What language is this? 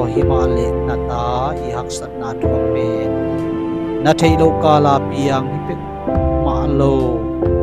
Tedim Chin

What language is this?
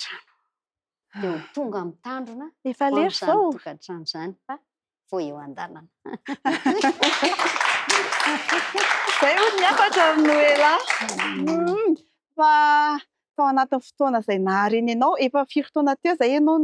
Malagasy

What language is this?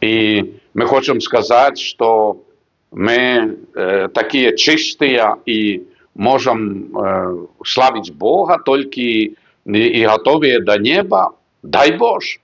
Belarusian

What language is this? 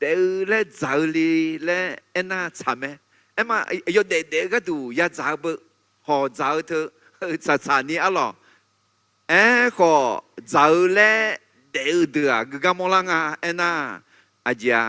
Akha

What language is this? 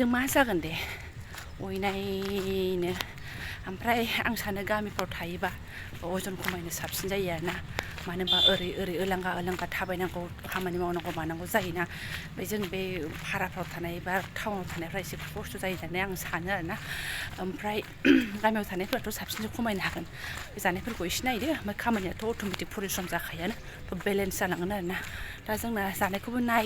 Bodo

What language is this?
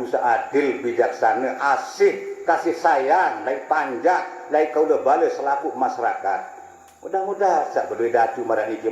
Sasak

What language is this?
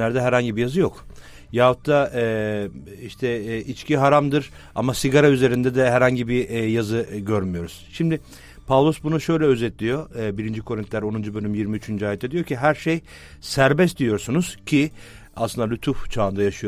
Turkish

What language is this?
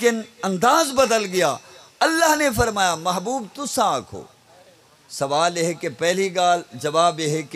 Saraiki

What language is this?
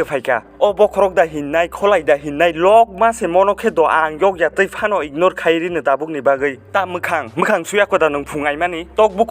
Kok Borok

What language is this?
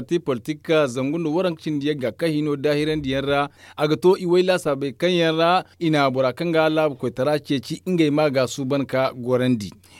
Zarma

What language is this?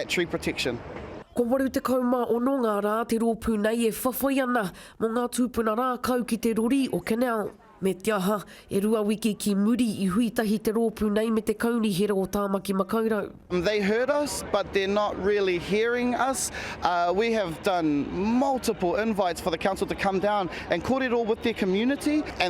Māori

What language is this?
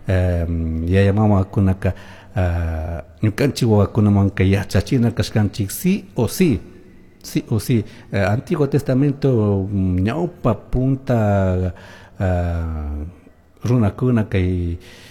Chimborazo Highland Quichua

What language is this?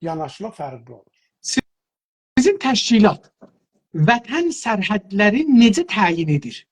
South Azerbaijani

